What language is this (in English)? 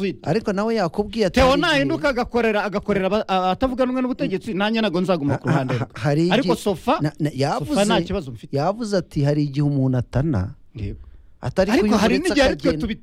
Kinyarwanda